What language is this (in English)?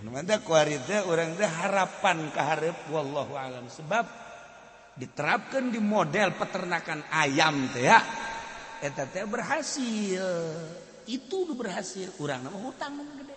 Sundanese